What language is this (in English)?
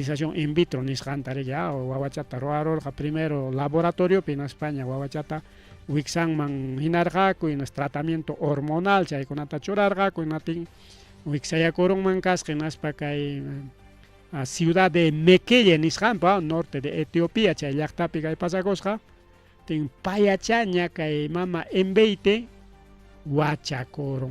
Ayacucho Quechua